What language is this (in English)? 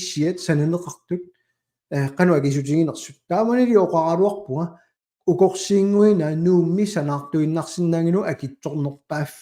Kalaallisut